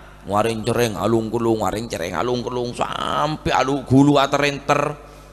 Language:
Madurese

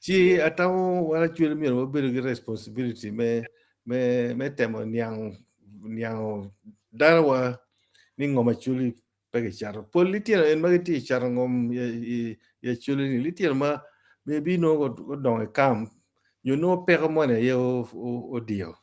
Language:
Acoli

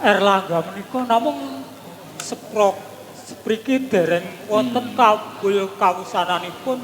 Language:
Javanese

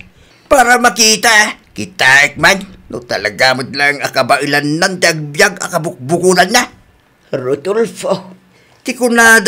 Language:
Iloko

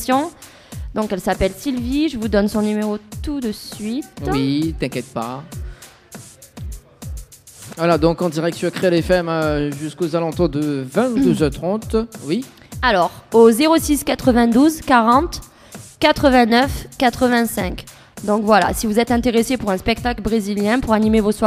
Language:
French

